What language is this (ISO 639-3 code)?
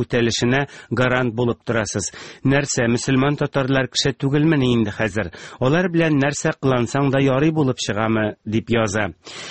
tat